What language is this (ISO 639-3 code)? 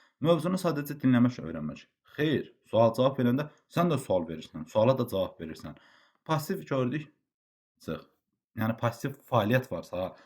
aze